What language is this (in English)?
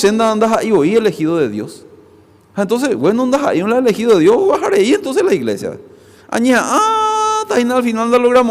Guarani